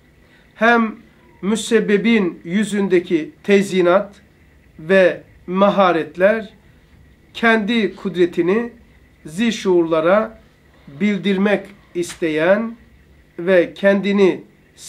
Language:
Turkish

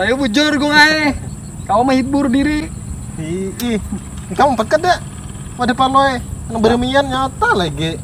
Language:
Banjar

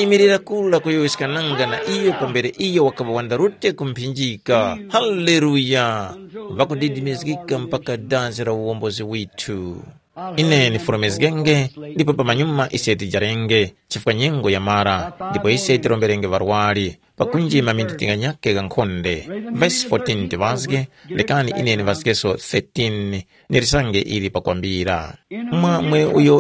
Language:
Tumbuka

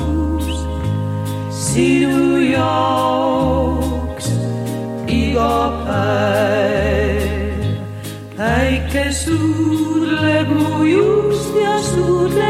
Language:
Estonian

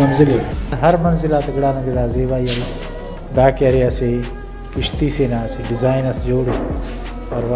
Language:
Brahui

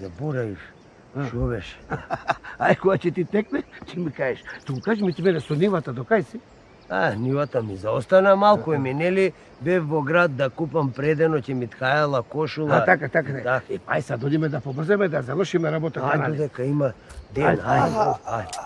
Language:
Macedonian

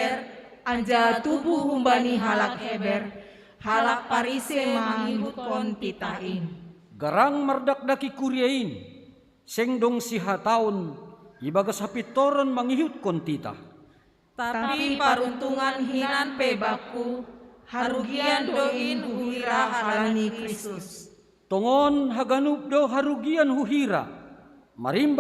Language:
Batak Simalungun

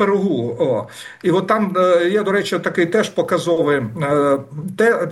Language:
Ukrainian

